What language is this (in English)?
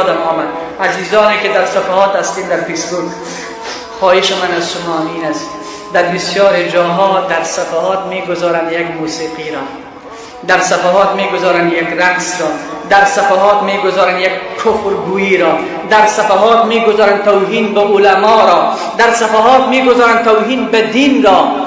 Persian